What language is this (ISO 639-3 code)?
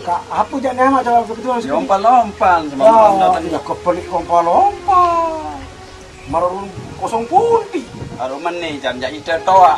sas